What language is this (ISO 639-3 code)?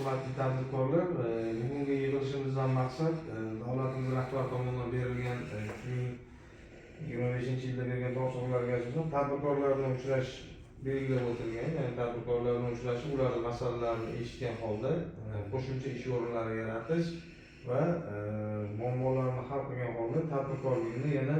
uzb